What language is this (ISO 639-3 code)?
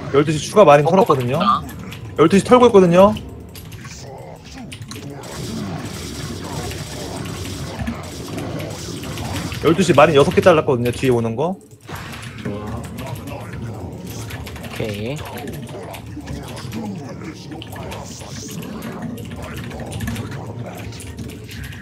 kor